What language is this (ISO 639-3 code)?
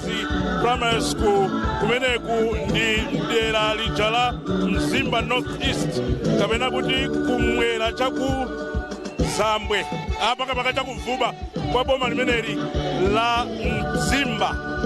nya